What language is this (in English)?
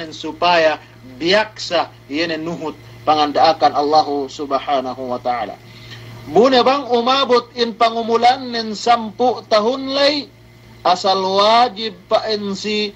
Yakan